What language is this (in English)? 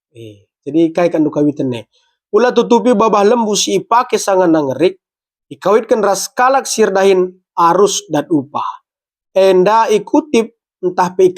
Batak Karo